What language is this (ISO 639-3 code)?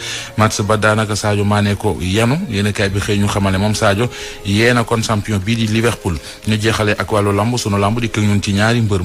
wol